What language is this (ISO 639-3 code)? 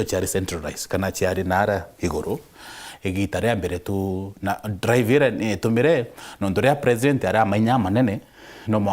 mer